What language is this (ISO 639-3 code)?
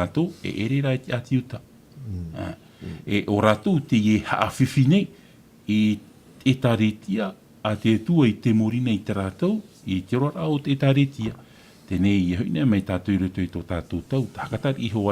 tah